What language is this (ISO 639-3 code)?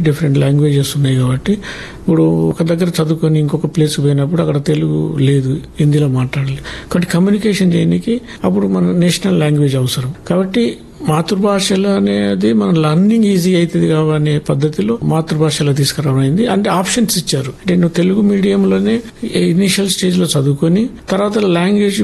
tel